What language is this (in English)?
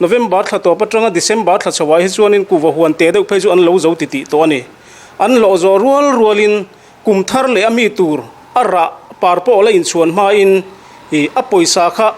Mizo